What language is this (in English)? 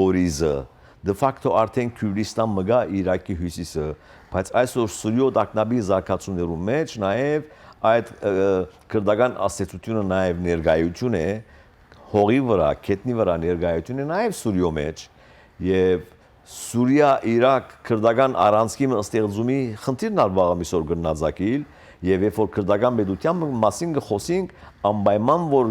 Western Armenian